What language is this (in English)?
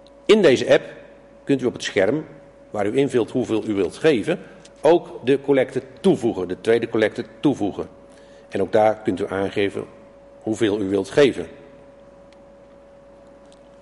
Dutch